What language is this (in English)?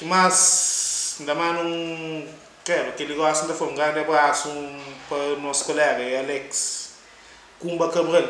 Kabuverdianu